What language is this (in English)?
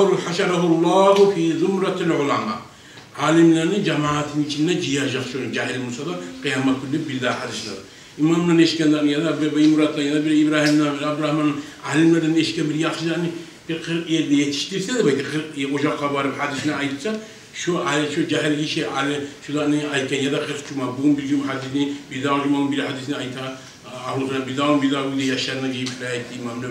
Kumyk